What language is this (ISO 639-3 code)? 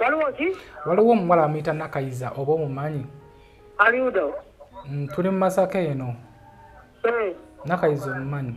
lug